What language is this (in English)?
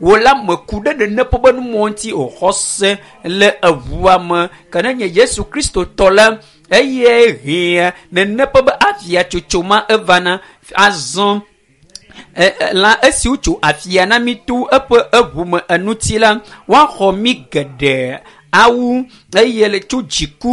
Ewe